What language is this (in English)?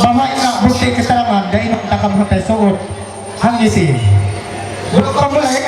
Ma'anyan